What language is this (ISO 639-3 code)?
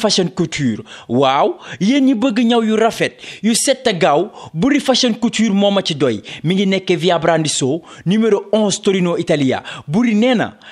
wol